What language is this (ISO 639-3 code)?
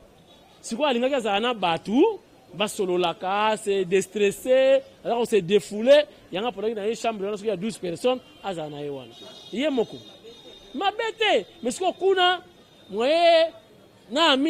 lin